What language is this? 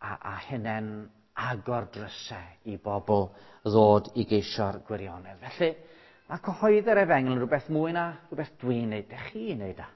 Welsh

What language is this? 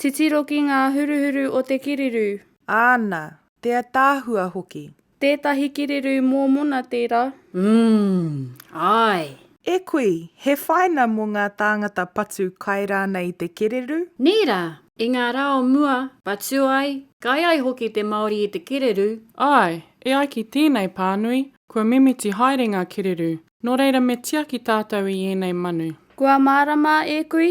Māori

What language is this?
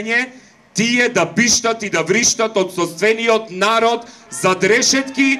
Macedonian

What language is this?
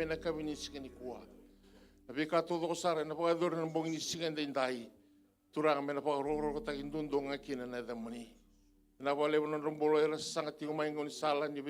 Fijian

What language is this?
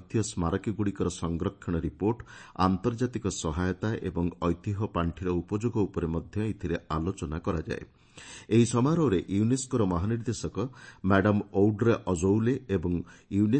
Odia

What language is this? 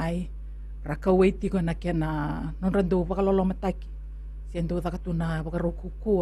Fijian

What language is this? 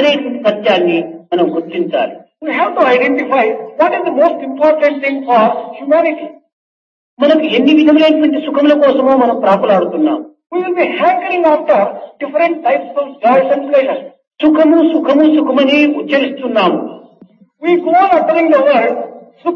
Telugu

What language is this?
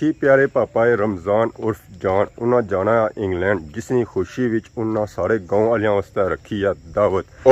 Pahari-Potwari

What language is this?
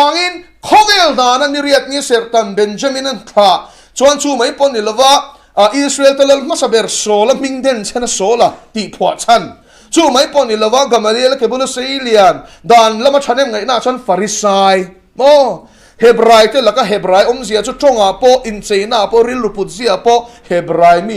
Mizo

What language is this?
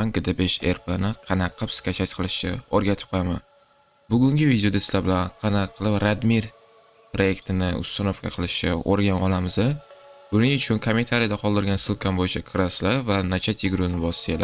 Uzbek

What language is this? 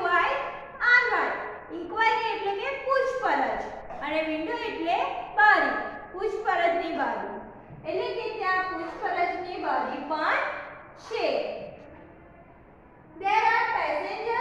Gujarati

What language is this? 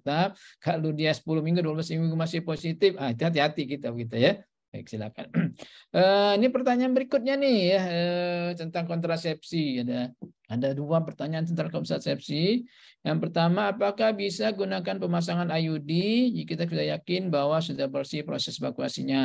Indonesian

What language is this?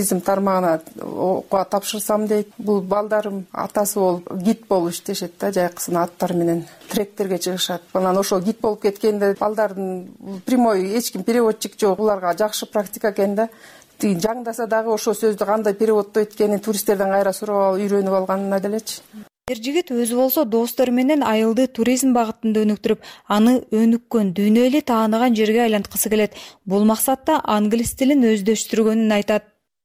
Kyrgyz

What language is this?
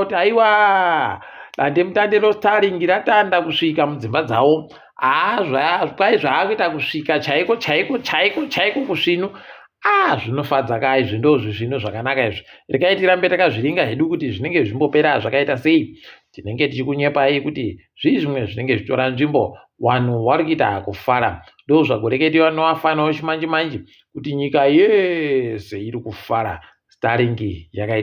Ndau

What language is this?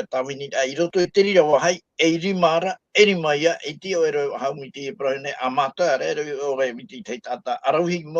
Tahitian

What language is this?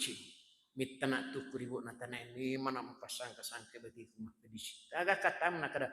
Buginese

